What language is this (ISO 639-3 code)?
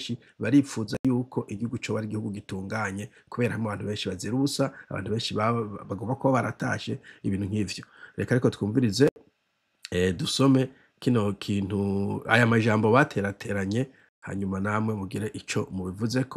run